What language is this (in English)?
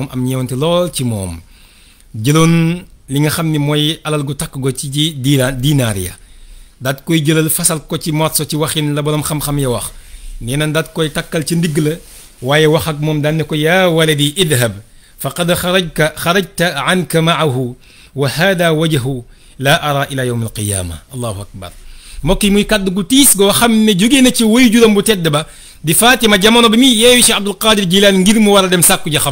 Wolof